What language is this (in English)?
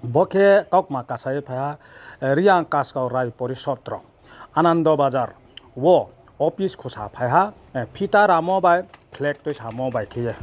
Riang (India)